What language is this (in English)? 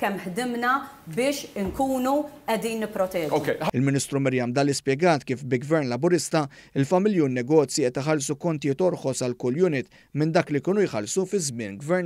Maltese